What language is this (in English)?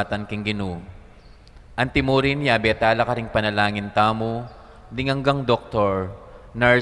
Pampanga